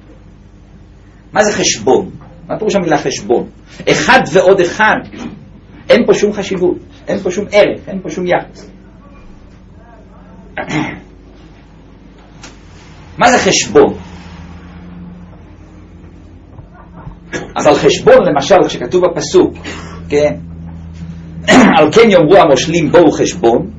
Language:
Hebrew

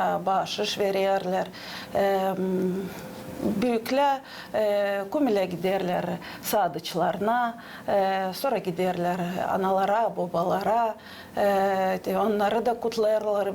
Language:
Gagauz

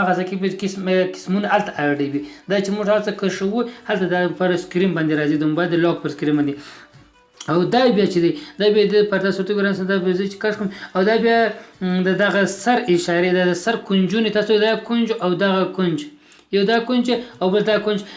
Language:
Pashto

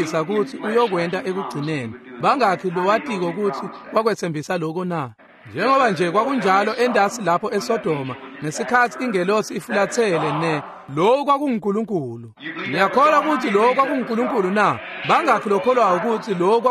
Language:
Swati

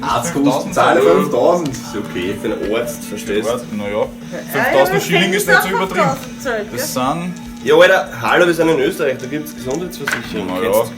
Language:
Bavarian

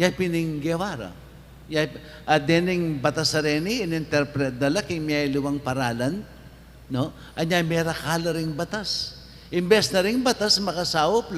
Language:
Pampanga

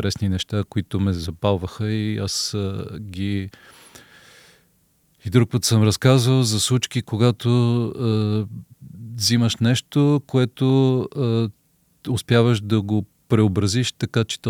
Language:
Bulgarian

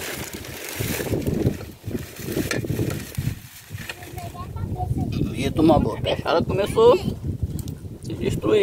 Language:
Portuguese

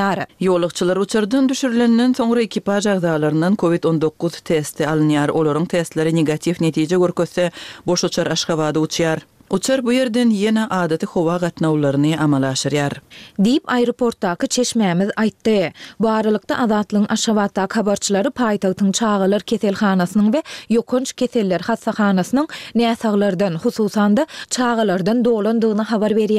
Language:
Turkmen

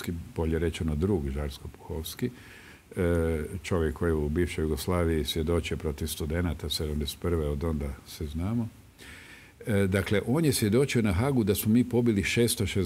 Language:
Croatian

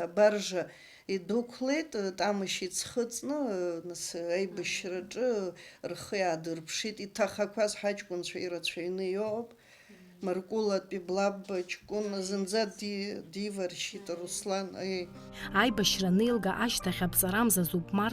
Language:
Abkhazian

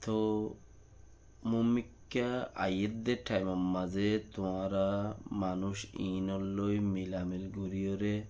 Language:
Rohingya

